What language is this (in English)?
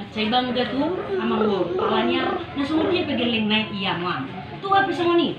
Batak Toba